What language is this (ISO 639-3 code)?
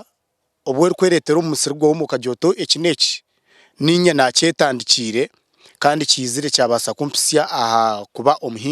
nyn